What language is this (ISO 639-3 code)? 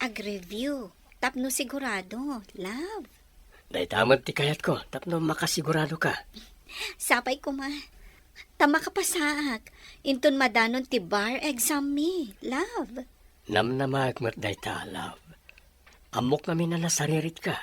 ilo